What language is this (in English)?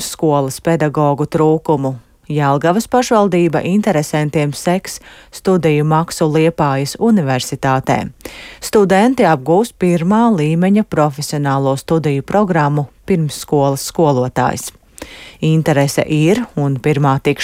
Latvian